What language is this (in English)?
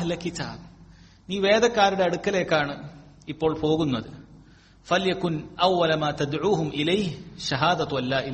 Malayalam